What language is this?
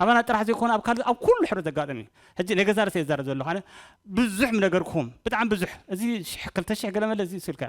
Tigrinya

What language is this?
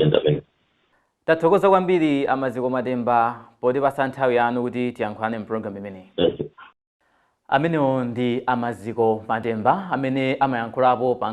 Nyanja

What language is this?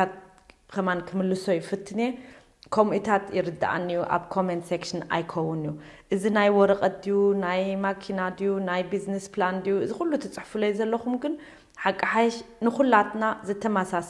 Tigrinya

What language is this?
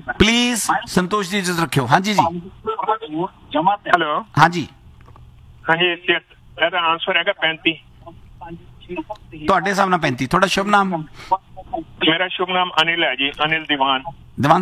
Punjabi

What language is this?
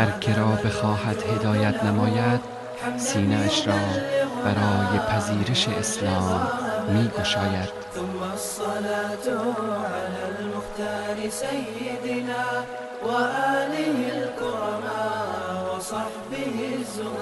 Persian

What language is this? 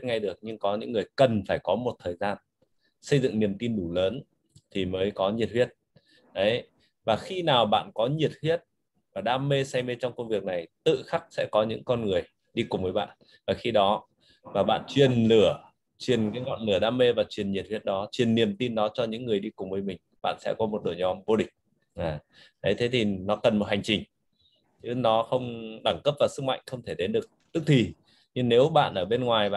Vietnamese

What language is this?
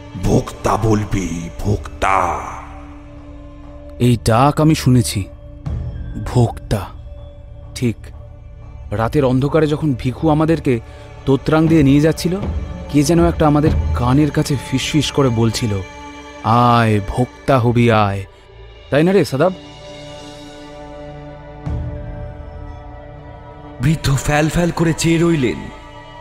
Bangla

